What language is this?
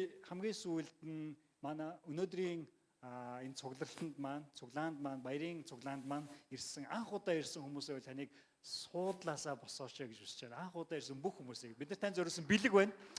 Mongolian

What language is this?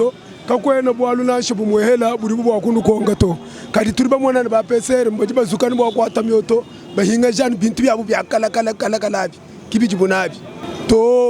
Luba-Lulua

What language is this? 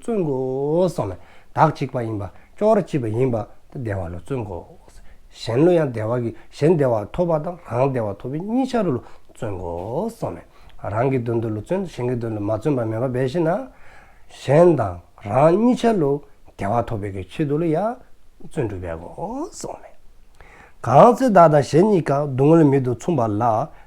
Dzongkha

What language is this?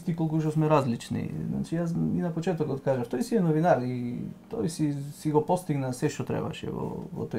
Macedonian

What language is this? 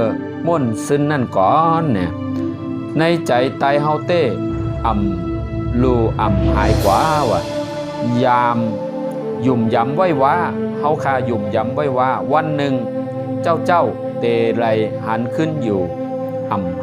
Shan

